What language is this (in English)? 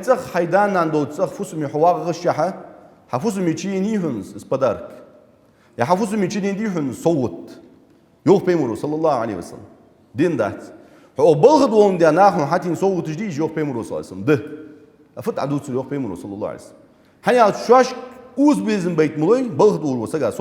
Ingush